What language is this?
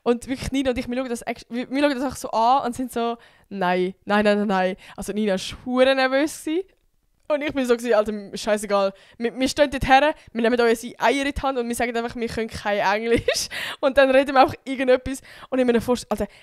Swiss German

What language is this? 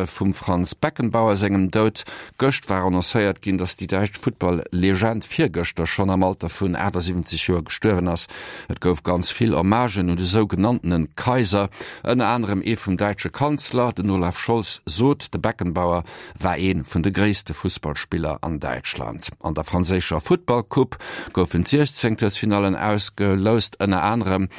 Luxembourgish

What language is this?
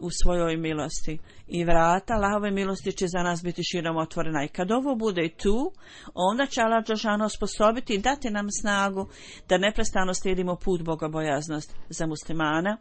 Bosnian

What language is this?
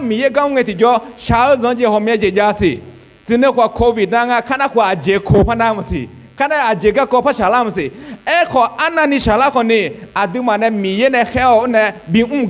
Akha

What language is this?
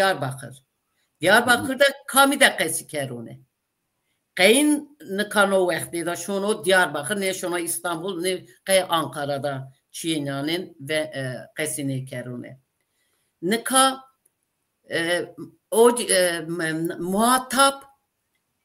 Zaza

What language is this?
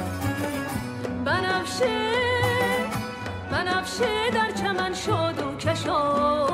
Persian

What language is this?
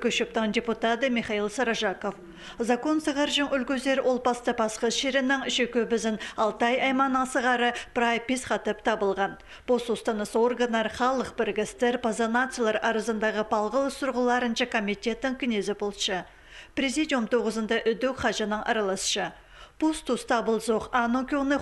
Khakas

